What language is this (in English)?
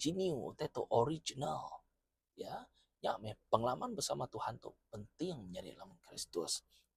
Iban